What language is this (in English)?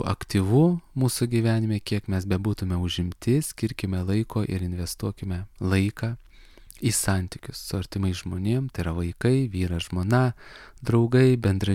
Lithuanian